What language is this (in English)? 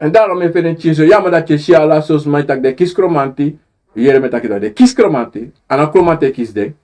Sranan Tongo